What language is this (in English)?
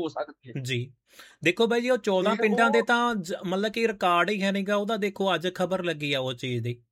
Punjabi